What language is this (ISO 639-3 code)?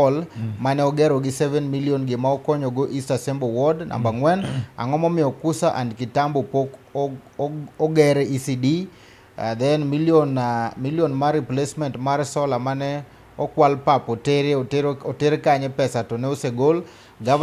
luo